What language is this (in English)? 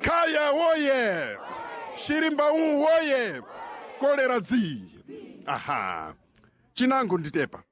Sena